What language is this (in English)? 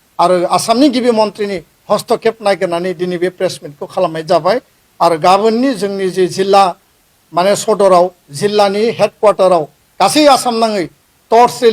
Bodo